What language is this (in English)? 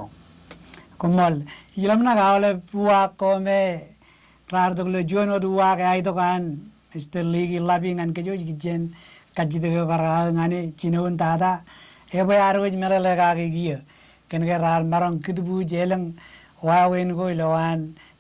Marshallese